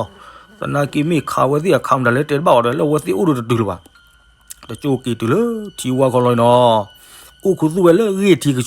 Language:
S'gaw Karen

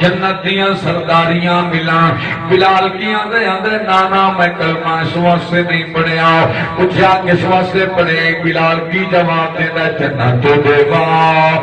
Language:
Saraiki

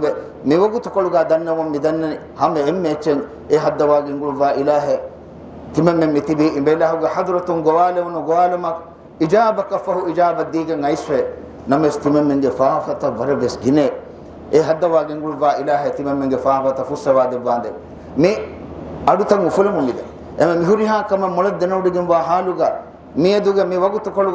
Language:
Divehi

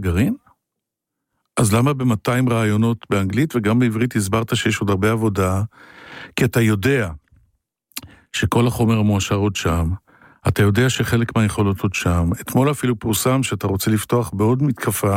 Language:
Hebrew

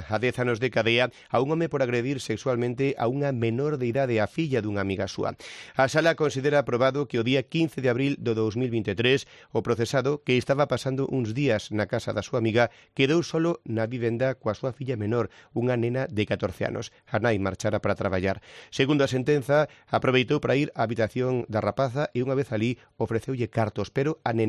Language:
Galician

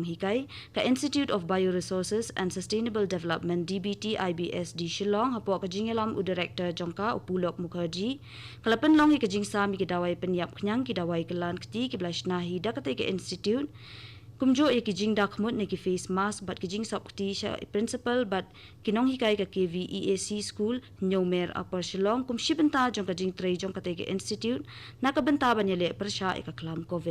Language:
Khasi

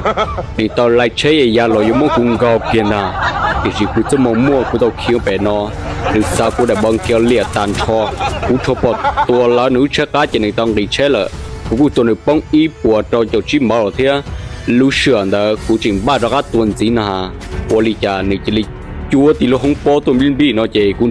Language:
Hmong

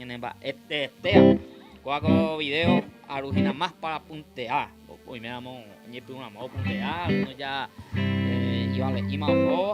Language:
Guarani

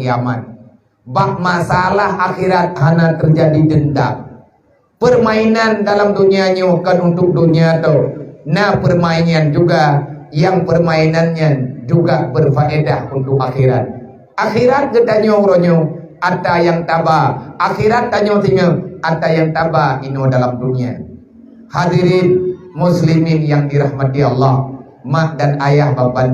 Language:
Achinese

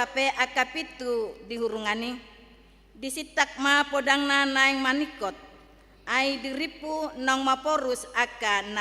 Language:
Batak Toba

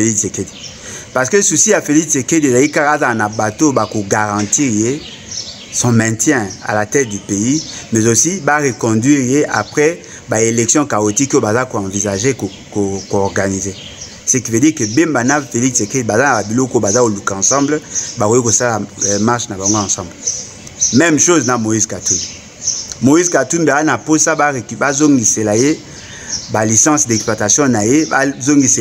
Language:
Lingala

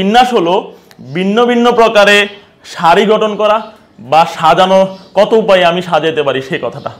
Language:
Bangla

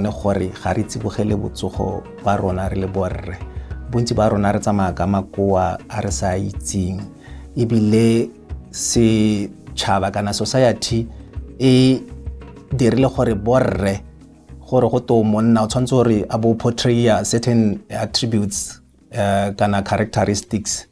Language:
Tswana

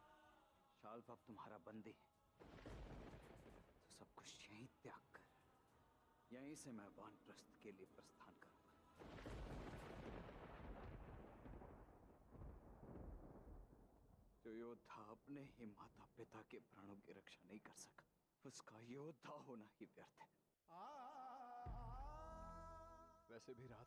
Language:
Hindi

